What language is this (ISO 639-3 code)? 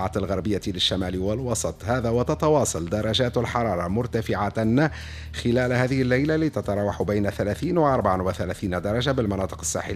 aeb